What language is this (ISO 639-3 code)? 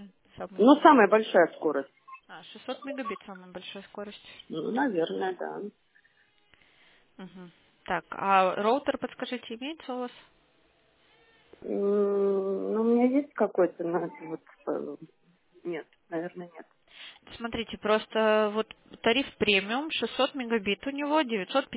rus